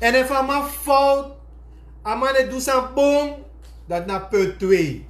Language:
Sranan Tongo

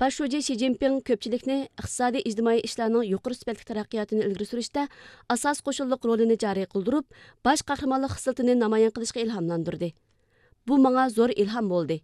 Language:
Uyghur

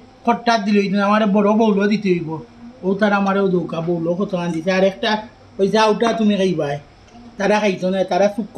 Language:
Sylheti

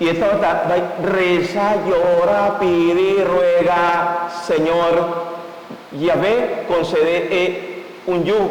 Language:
Papiamento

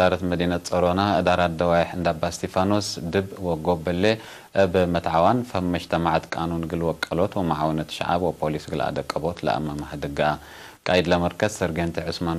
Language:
Tigre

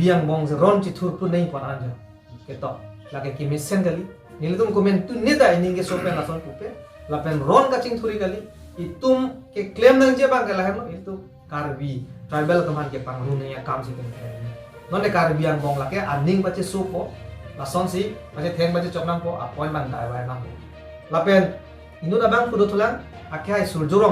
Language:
Karbi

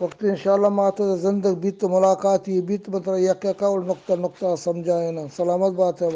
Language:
Eastern Balochi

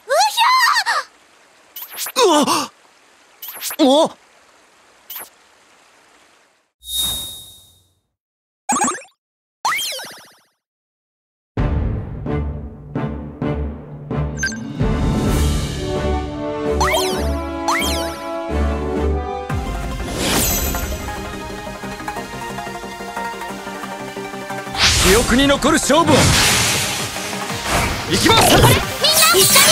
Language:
Japanese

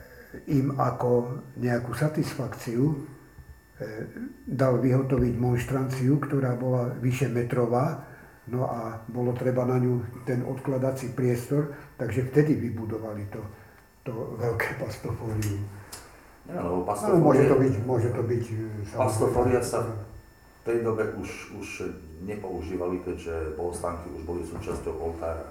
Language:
Slovak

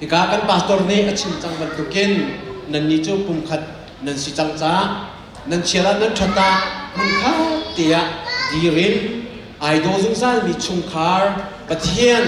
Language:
Hakha Chin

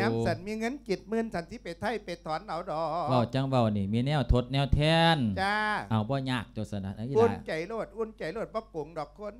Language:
Lao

